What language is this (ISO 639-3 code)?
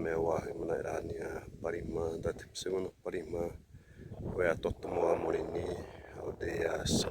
xav